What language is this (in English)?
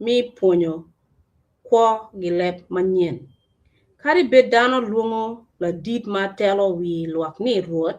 Acoli